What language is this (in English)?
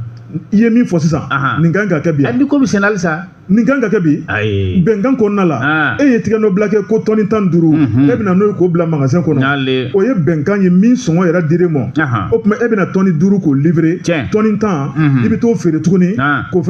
Bambara